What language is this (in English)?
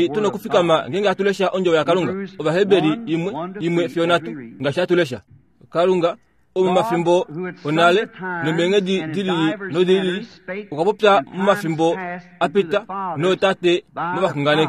Kuanyama